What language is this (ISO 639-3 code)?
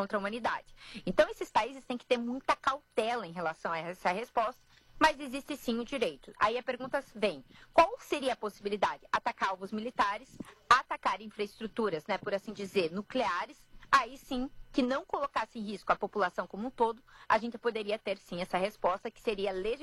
por